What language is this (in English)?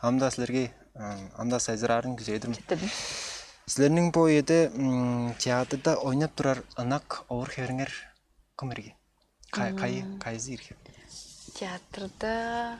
Tuvinian